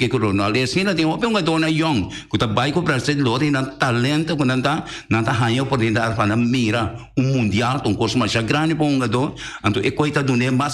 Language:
Papiamento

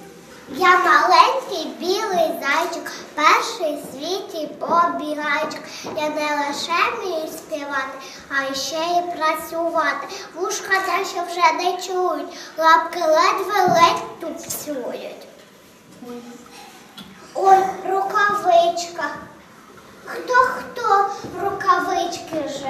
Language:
Ukrainian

